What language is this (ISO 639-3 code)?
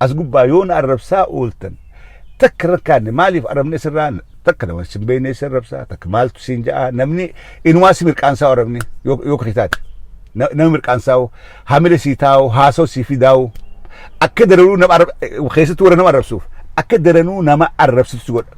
orm